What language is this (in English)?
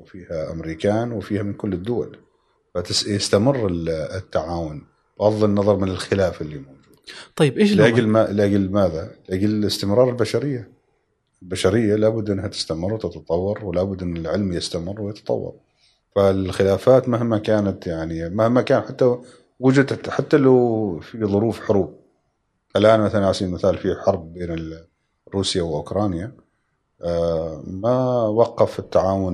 Gulf Arabic